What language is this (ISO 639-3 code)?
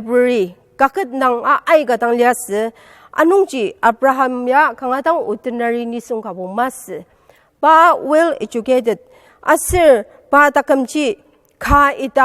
njo